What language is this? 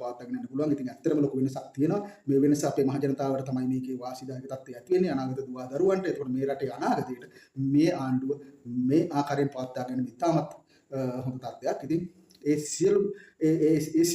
Sinhala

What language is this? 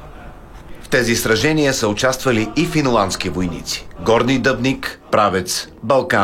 Bulgarian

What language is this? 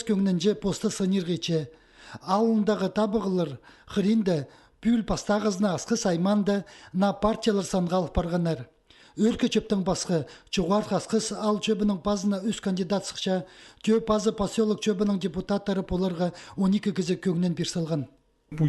Khakas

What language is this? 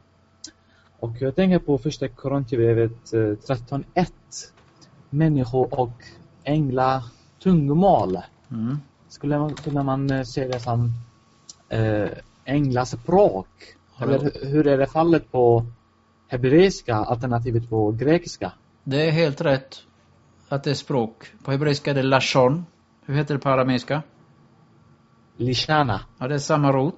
Swedish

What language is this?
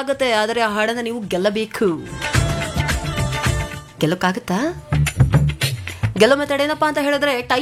Kannada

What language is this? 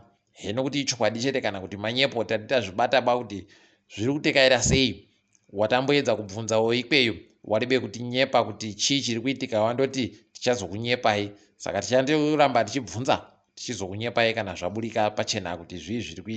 Ndau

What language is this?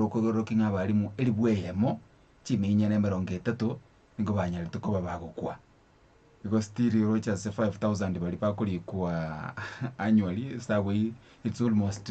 Gusii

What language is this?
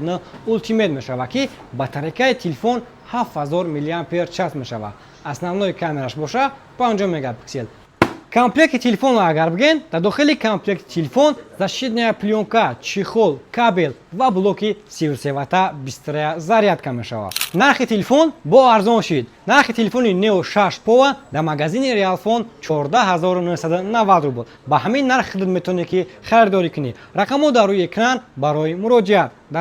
Tajik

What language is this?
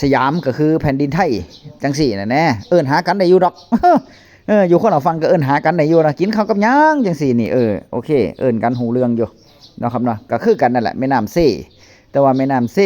Northeastern Thai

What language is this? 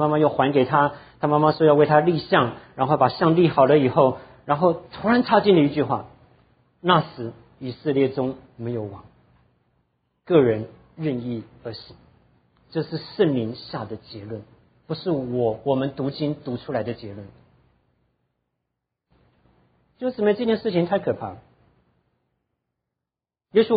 Chinese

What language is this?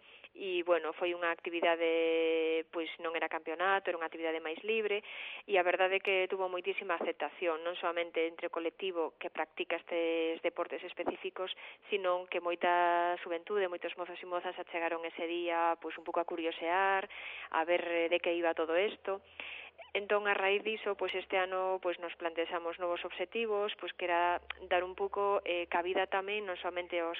Galician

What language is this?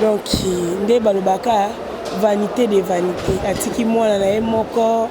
Lingala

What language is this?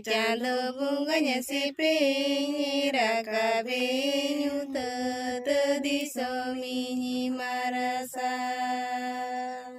Santali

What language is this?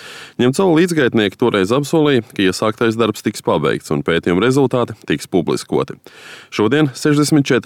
Latvian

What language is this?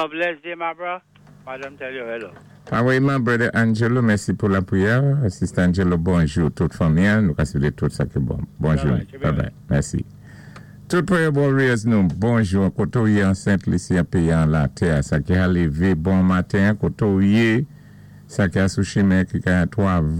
Saint Lucian Creole French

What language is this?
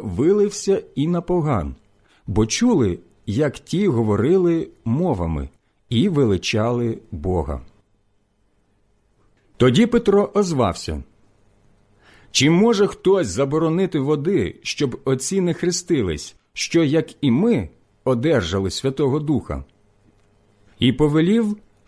Ukrainian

